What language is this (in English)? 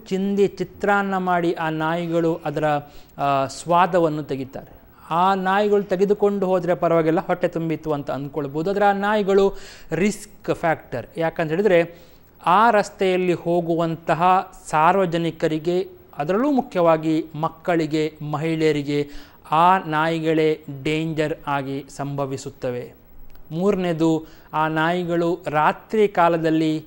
Kannada